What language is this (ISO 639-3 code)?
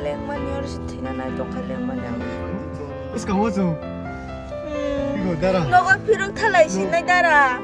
trp